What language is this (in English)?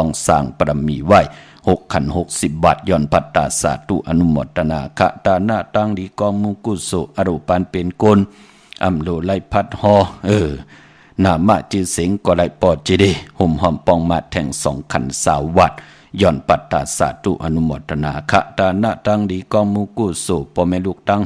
Shan